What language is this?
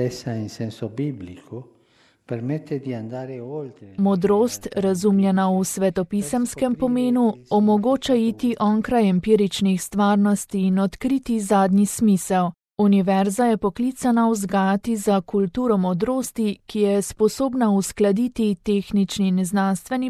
Slovenian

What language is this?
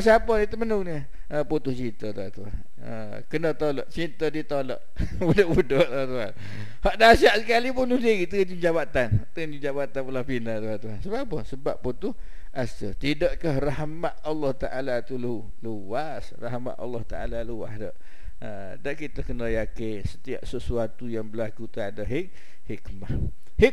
Malay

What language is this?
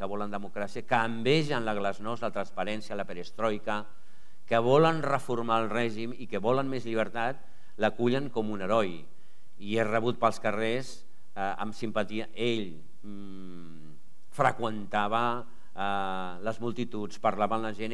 Catalan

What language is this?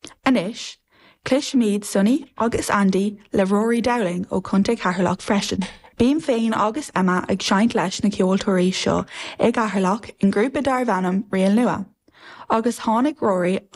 Irish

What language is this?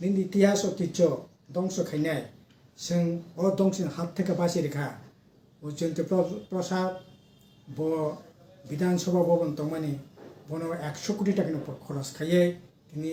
Kok Borok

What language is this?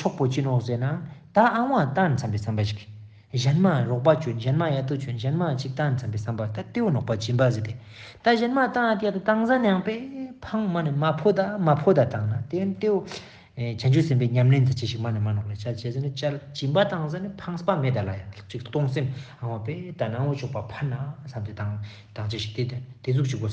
Ladakhi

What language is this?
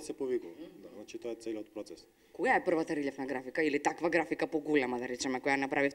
Macedonian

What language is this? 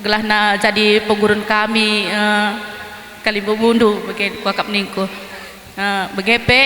Batak Karo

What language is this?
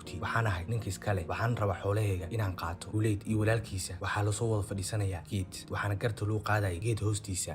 Somali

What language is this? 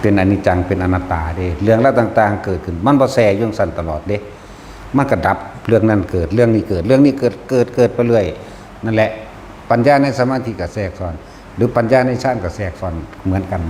Northeastern Thai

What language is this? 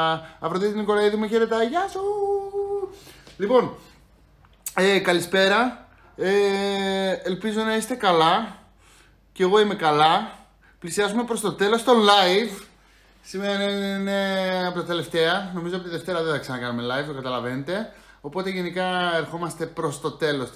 Greek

